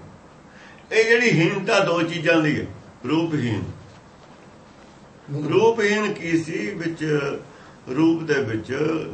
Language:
Punjabi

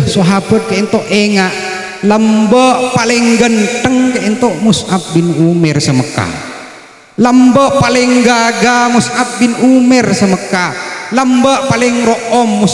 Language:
Madurese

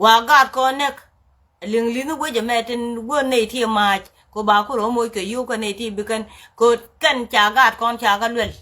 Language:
Nuer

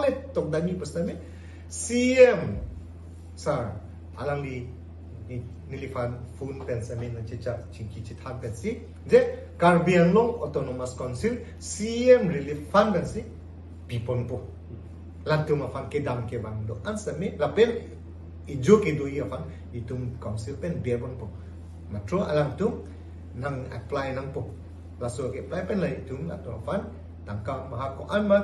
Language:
Karbi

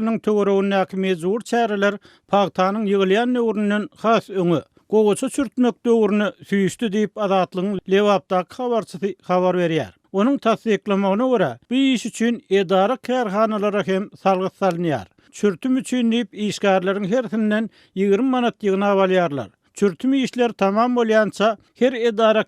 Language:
Turkmen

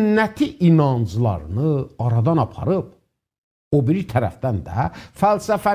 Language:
South Azerbaijani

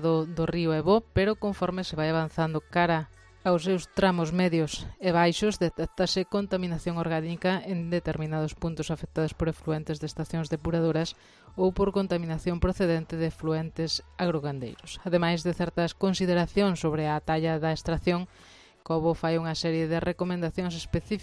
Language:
Galician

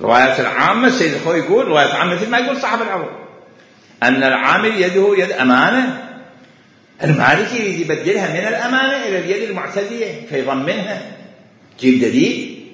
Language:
Mesopotamian Arabic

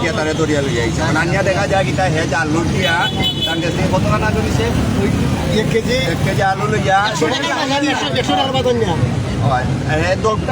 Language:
Sylheti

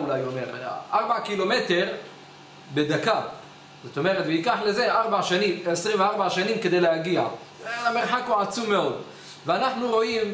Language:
Hebrew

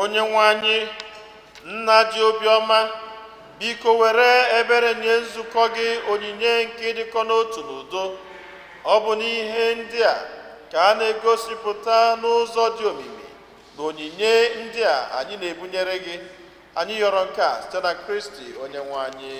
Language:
Igbo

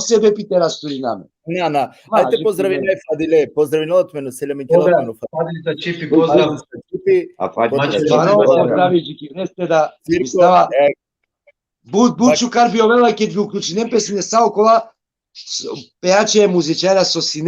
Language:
Balkan Romani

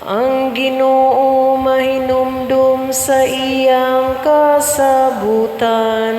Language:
Cebuano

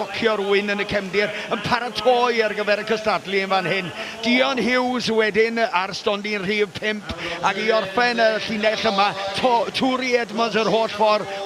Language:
Welsh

